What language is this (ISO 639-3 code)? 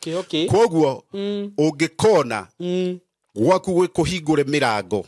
kik